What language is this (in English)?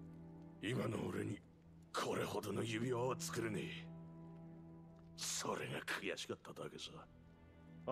Japanese